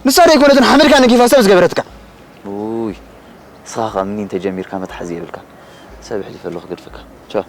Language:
Tigrinya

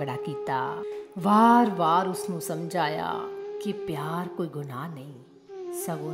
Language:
Punjabi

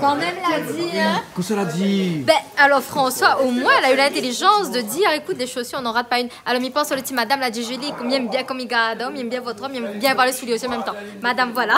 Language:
Réunion Creole French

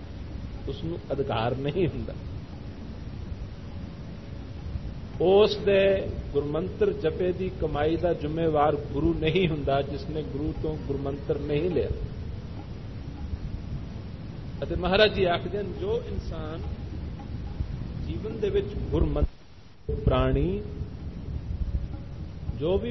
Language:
Punjabi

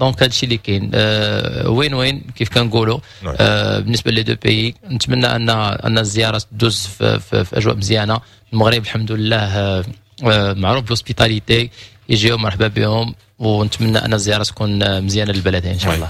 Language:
Moroccan Arabic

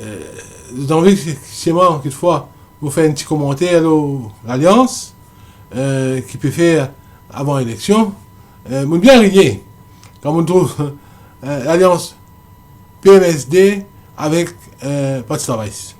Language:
Morisyen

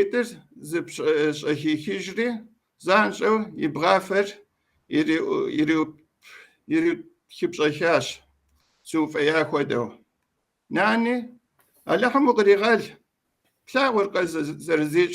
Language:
Kabardian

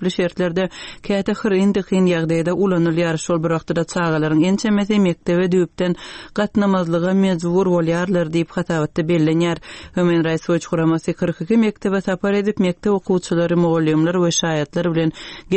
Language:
Turkmen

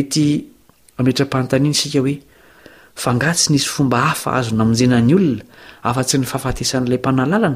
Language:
Malagasy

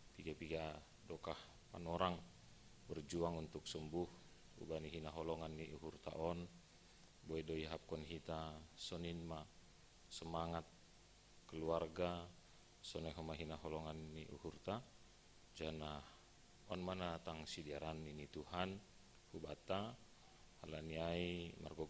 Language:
Batak Simalungun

